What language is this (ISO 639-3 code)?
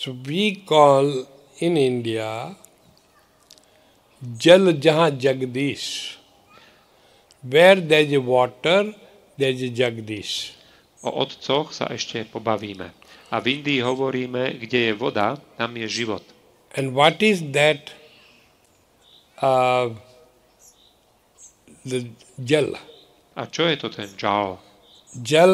slk